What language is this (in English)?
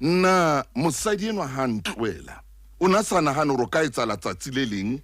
Southern Sotho